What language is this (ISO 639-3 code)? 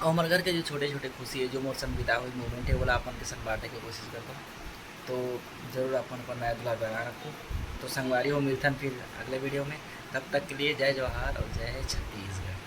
hne